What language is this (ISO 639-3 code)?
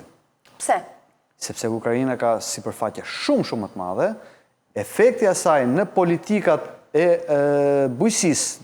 sqi